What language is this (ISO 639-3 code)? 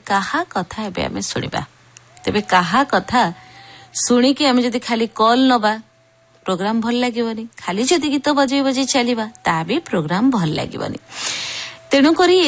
ori